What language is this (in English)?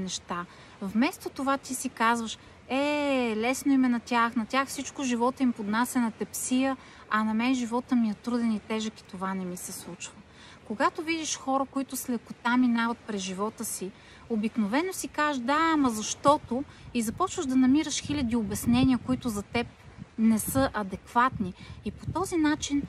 Bulgarian